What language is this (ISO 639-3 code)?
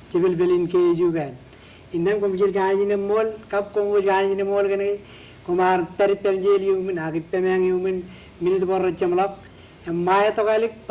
mah